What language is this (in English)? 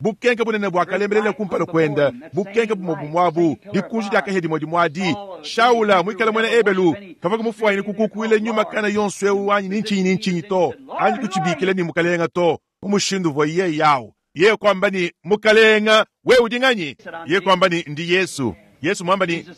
Luba-Lulua